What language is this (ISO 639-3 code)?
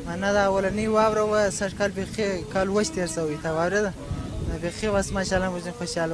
pus